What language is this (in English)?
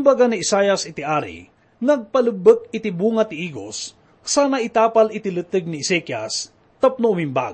Iloko